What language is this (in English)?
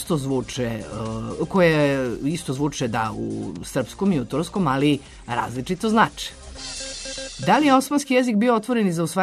Serbian